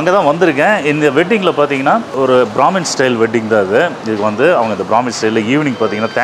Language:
Tamil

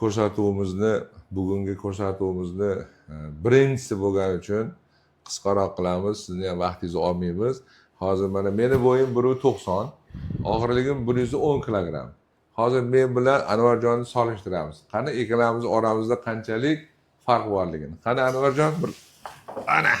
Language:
Uzbek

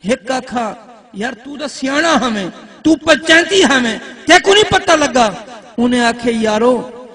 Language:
Saraiki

